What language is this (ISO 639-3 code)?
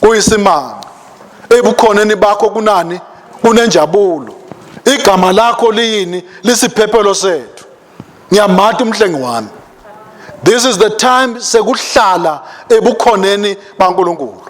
ssw